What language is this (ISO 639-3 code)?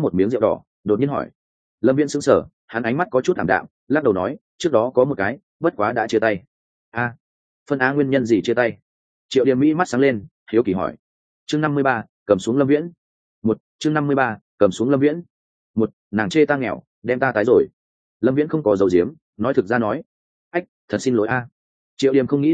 vie